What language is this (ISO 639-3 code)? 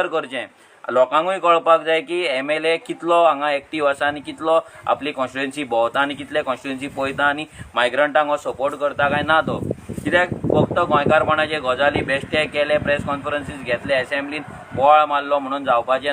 kok